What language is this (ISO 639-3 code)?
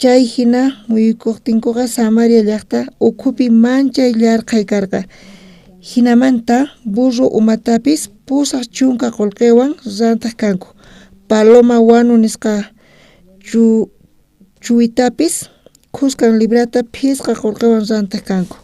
quh